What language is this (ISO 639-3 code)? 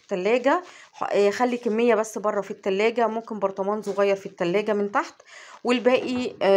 arz